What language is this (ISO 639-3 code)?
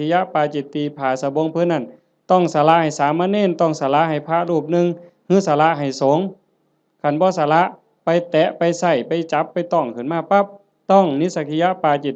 tts